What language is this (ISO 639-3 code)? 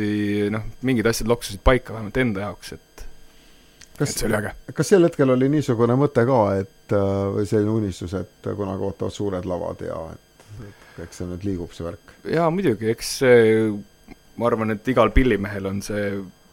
est